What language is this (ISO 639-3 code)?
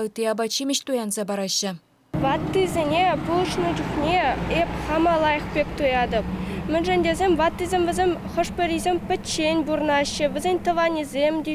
chv